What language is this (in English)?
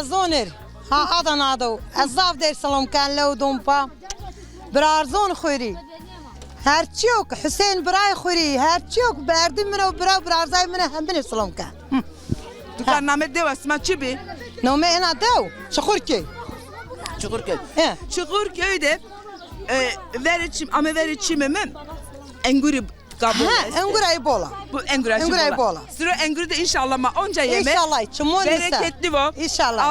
Zaza